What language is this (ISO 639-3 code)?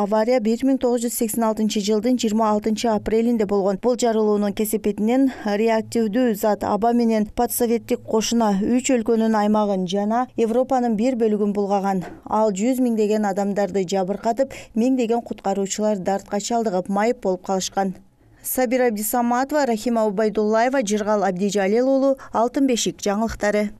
kir